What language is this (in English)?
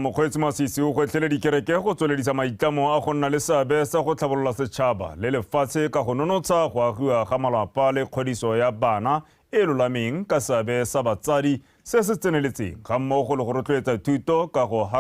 Tswana